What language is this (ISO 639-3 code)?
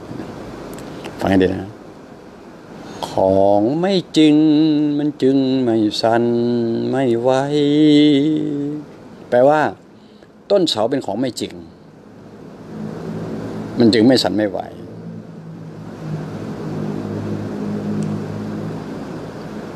tha